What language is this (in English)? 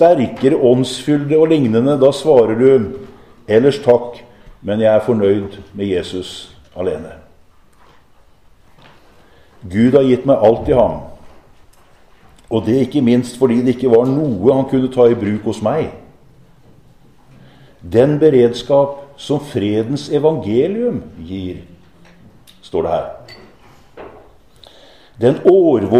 Norwegian